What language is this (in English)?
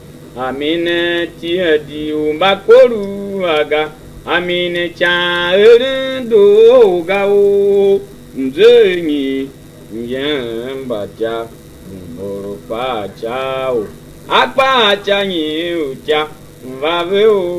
Tiv